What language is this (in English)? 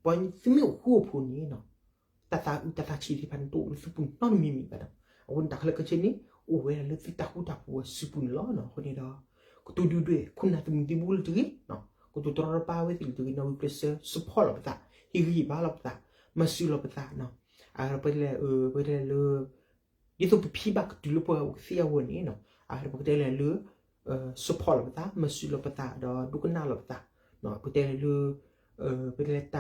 S'gaw Karen